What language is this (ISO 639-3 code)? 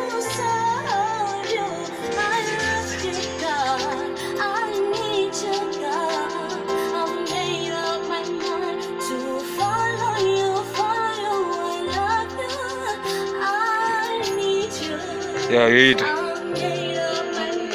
ven